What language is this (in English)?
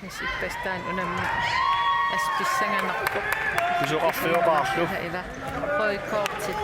Kalaallisut